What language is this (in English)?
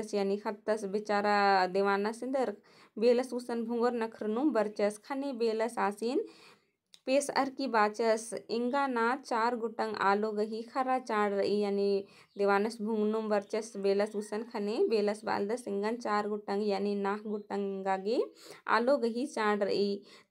Kurukh